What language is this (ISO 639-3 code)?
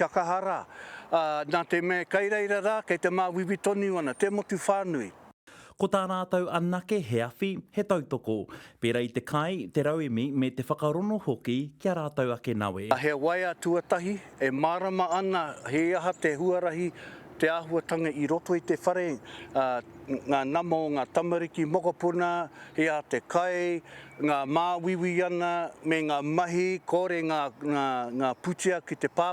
mri